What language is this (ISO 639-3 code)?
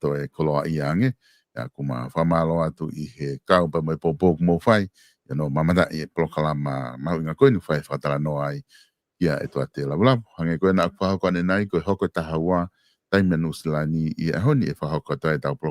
ton